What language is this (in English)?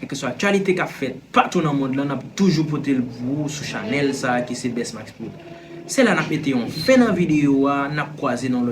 Haitian Creole